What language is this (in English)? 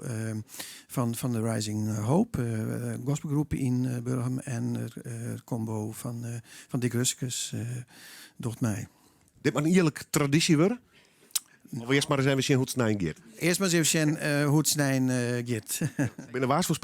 Western Frisian